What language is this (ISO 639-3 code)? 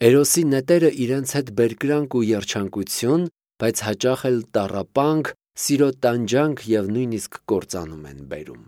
hye